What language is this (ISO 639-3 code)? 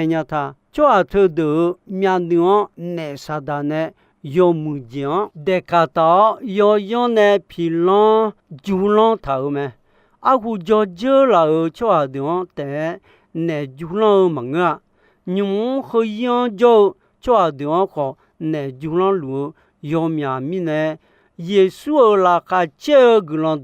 ahk